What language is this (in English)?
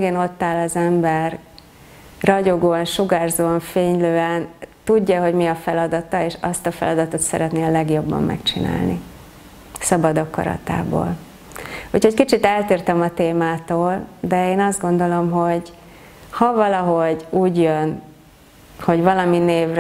Hungarian